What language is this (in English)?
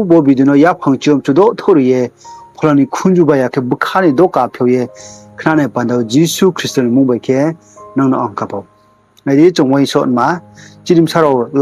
Riang (India)